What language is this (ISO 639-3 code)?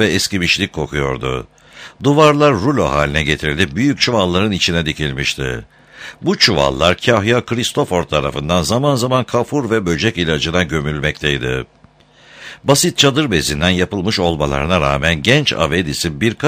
tur